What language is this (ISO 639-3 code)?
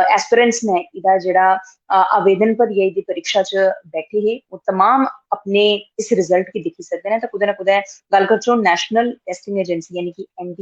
doi